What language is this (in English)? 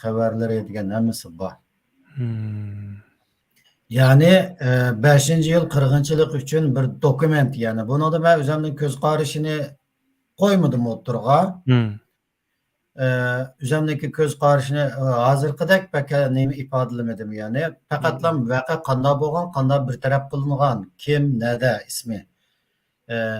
Uyghur